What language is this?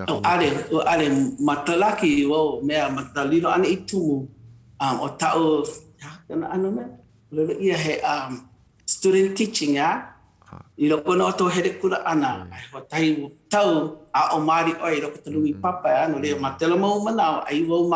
Hawaiian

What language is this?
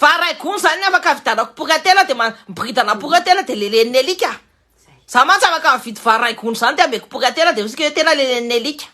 Malagasy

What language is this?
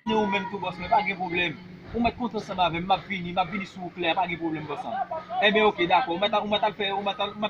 Haitian Creole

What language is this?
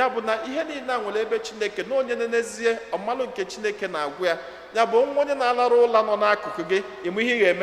Igbo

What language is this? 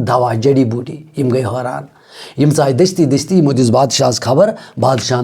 Kashmiri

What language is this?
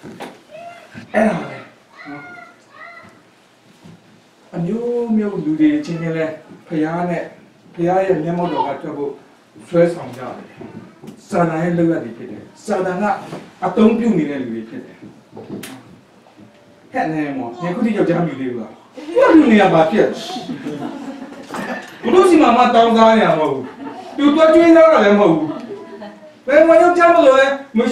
Burmese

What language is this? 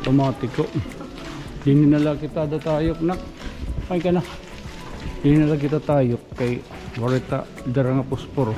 Waray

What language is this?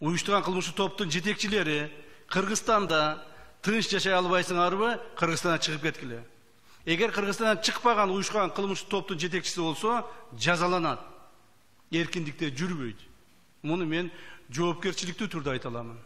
Kyrgyz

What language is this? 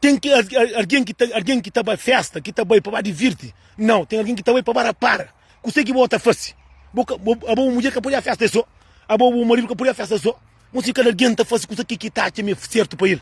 Kabuverdianu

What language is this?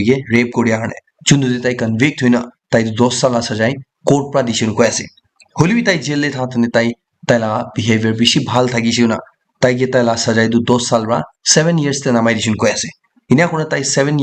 Naga Pidgin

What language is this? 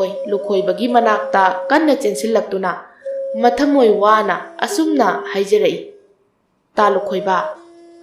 Manipuri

